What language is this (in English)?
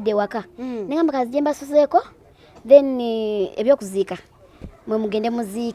Ganda